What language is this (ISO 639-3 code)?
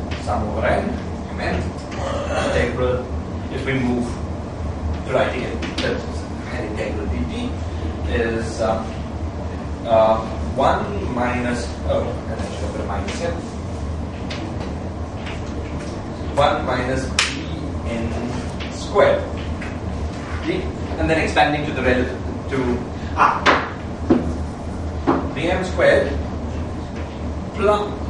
eng